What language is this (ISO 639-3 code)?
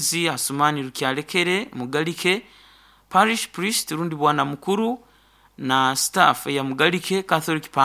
nyo